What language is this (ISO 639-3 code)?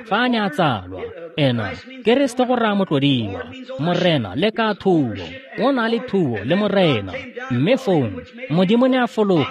tsn